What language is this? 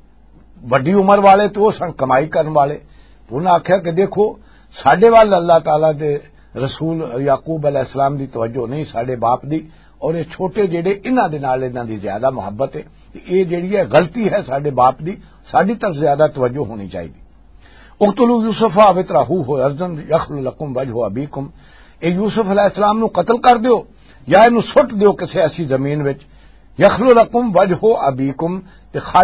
Western Panjabi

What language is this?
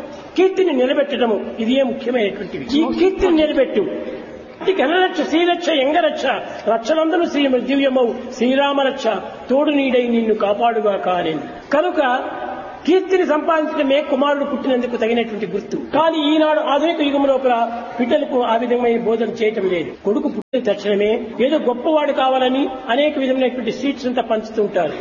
Telugu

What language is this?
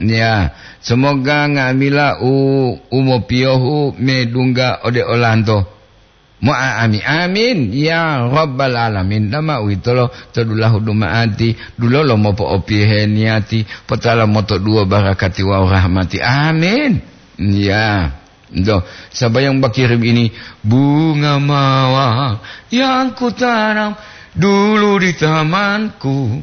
Gorontalo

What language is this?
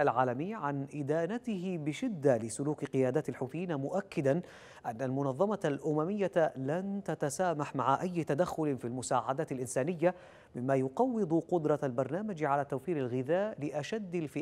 Arabic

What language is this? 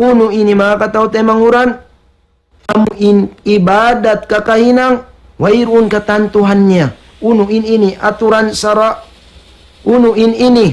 Tausug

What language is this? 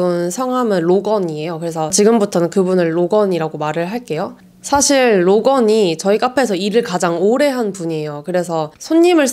Korean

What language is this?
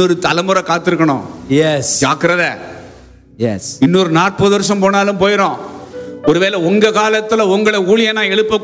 Tamil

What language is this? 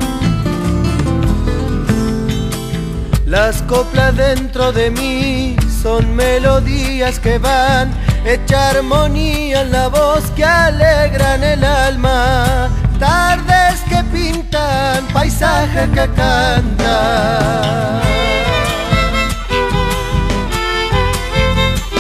Spanish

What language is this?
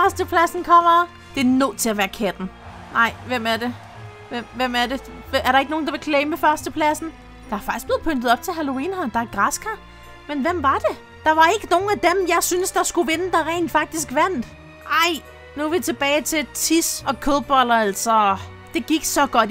Danish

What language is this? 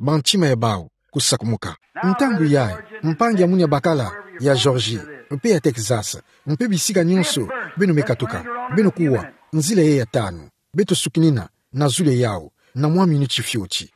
Kituba (Democratic Republic of Congo)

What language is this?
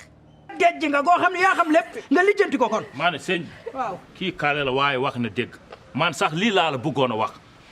Wolof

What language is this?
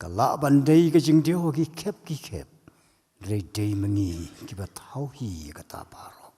Khasi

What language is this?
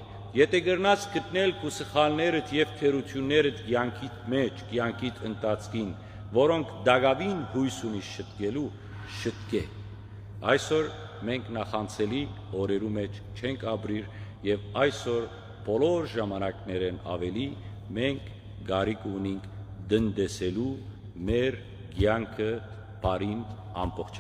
Western Armenian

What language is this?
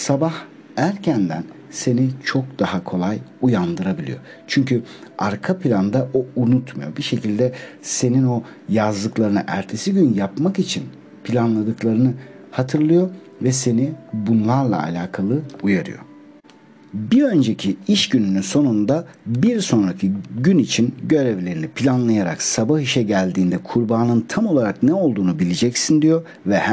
Turkish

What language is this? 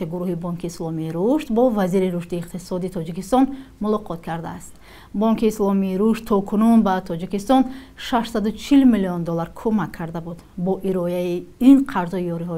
Tajik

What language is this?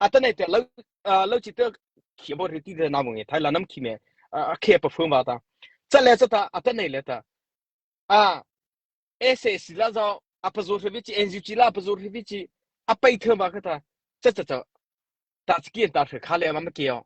Mara Chin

